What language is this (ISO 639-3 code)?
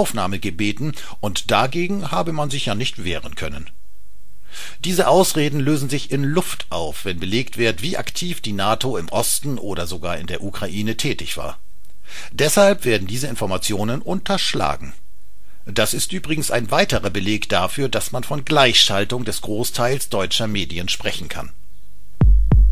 deu